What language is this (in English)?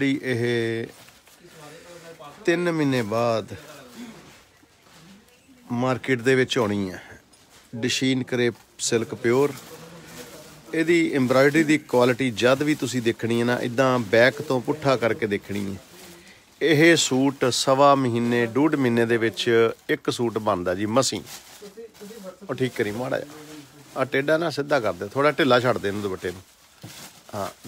Punjabi